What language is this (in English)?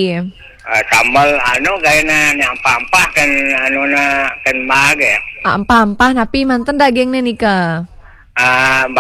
Balinese